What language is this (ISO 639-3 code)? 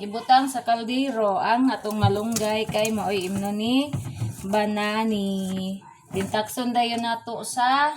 ceb